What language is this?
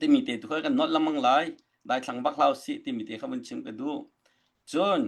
Hakha Chin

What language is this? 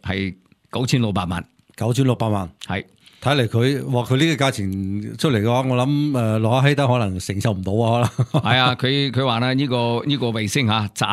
Cantonese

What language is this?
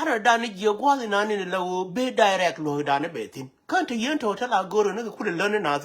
Nuer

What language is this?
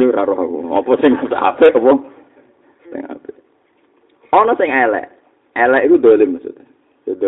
Javanese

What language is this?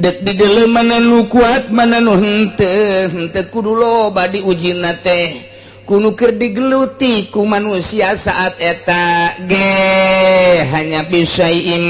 Sundanese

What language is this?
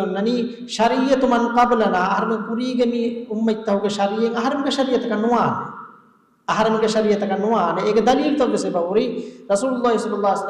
Divehi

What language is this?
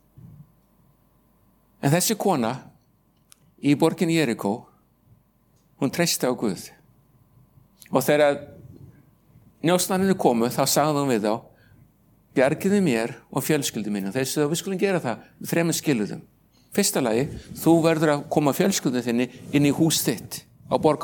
Icelandic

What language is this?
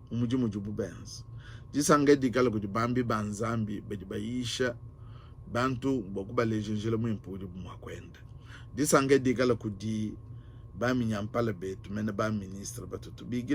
Luba-Lulua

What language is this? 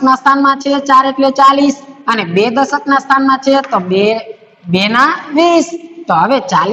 Gujarati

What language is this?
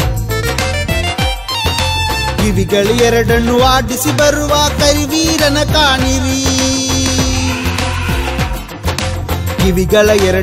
Kannada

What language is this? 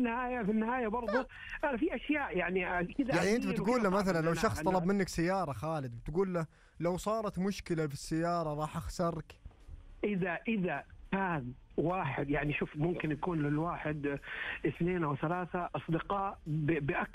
Arabic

